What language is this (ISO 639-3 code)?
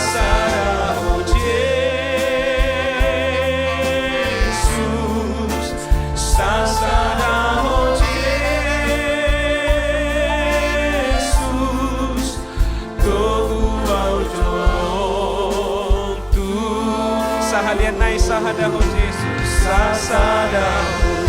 bbc